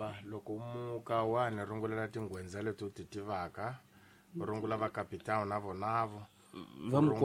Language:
Tsonga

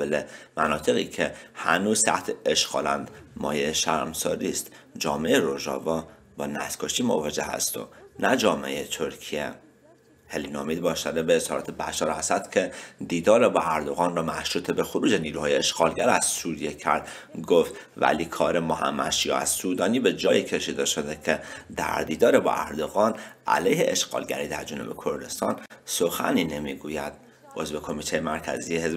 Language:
Persian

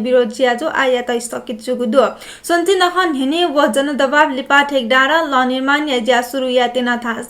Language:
Newari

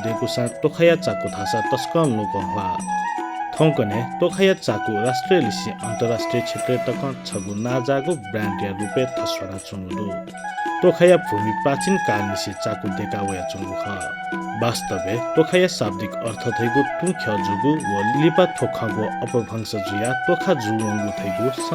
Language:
Newari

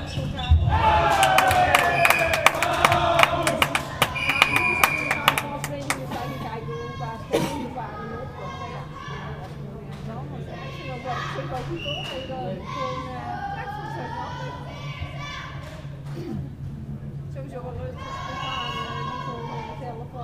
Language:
Dutch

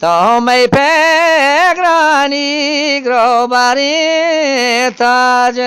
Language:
Eastern Balochi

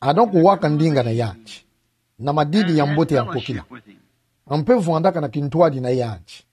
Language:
Kituba (Democratic Republic of Congo)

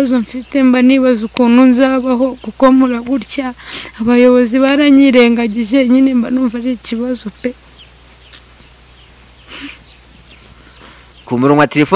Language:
Kinyarwanda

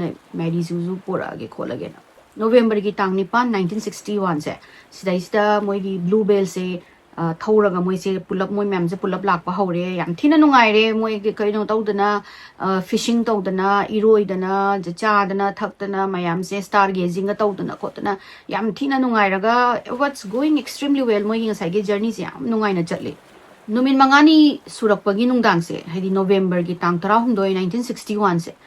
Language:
Manipuri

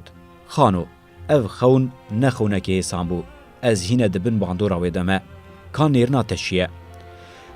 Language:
Kurdish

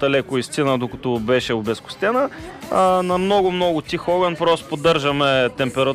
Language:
Bulgarian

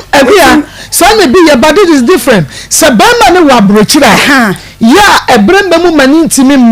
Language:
Akan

